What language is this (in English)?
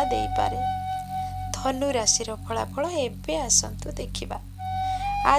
Odia